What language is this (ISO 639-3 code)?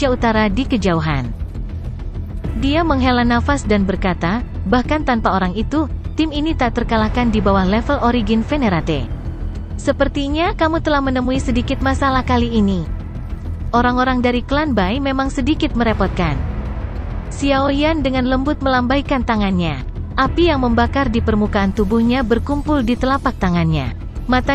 ind